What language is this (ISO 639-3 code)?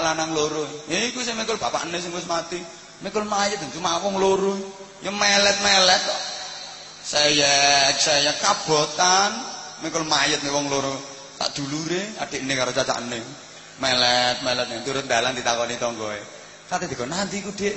jav